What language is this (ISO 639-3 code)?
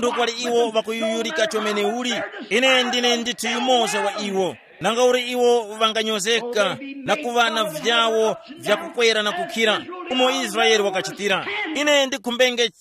tum